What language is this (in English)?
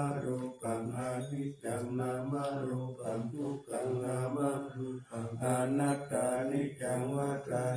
Pali